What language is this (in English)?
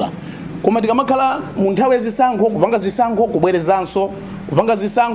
Nyanja